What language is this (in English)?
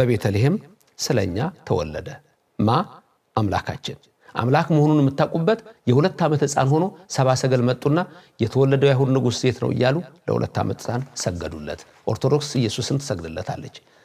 Amharic